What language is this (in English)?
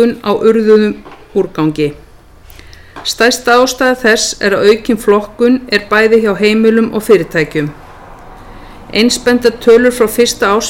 Icelandic